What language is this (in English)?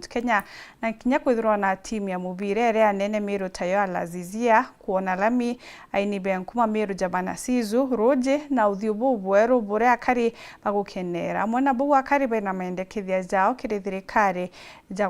Meru